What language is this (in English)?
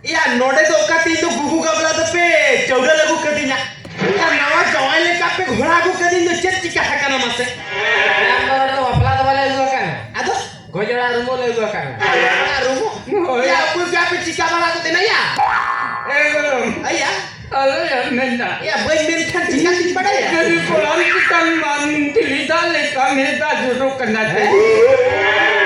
Santali